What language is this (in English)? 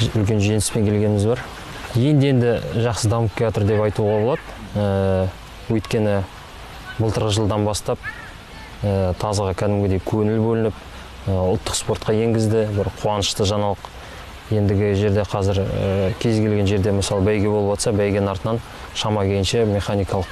Kazakh